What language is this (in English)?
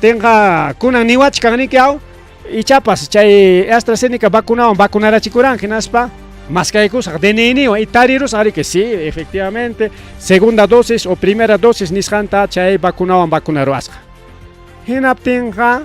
Ayacucho Quechua